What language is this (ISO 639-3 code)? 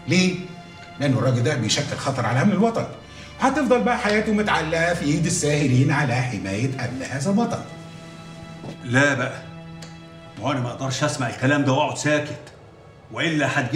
arz